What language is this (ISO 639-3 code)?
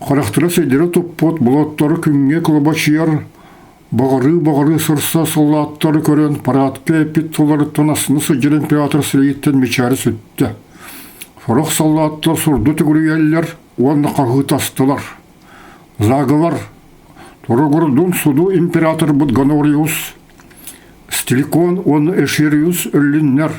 sah